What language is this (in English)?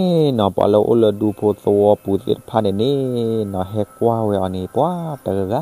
S'gaw Karen